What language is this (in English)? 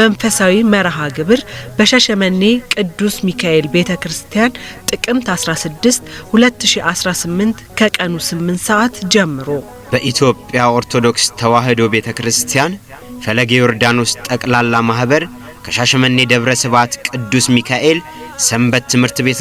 Amharic